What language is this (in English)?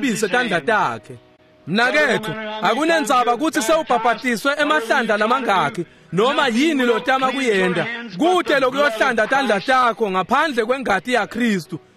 Swati